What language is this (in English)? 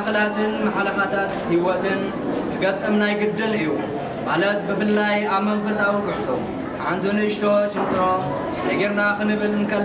Tigrinya